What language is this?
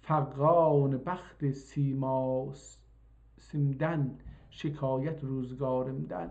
South Azerbaijani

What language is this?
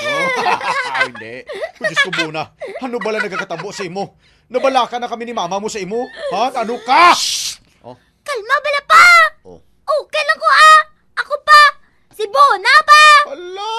Hiligaynon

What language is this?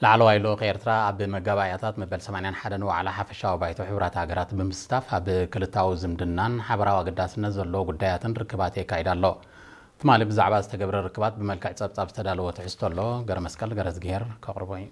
Tigrinya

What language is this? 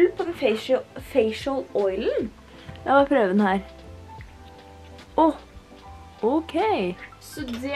Norwegian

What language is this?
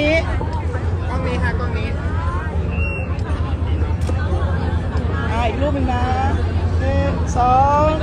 Thai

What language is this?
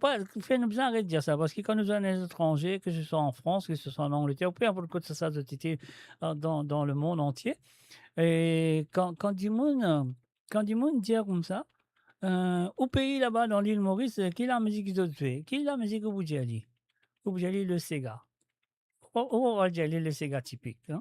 Morisyen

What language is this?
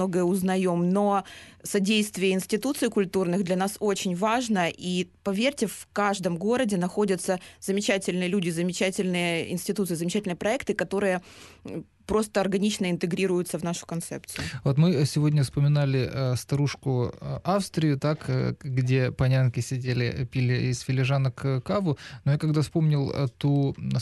Russian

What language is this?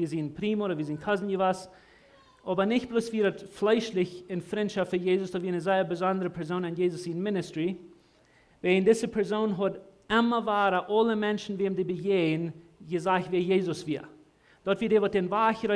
Plautdietsch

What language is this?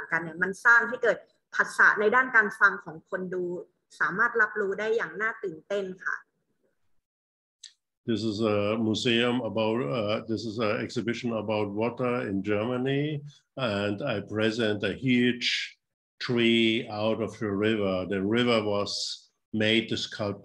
Thai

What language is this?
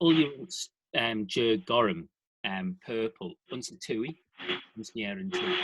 Manx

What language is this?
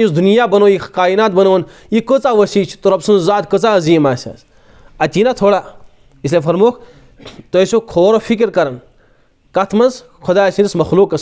Kashmiri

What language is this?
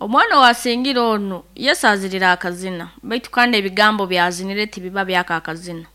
Nyoro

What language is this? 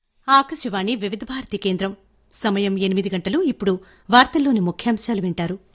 Telugu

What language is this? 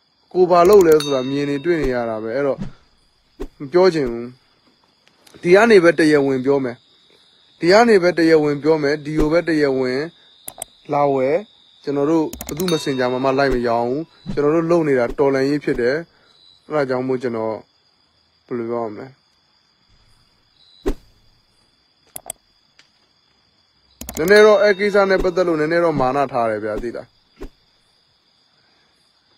Burmese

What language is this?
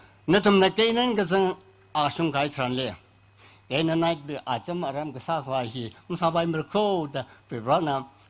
Tangkhul Naga (India)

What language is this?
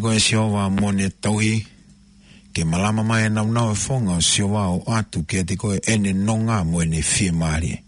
Tongan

